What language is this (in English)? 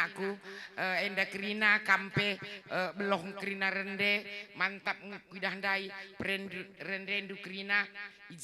Batak Karo